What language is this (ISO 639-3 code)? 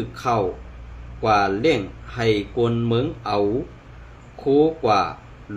shn